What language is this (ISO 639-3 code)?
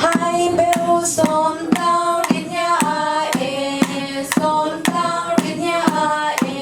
cfm